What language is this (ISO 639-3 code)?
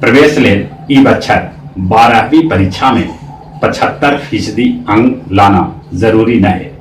mag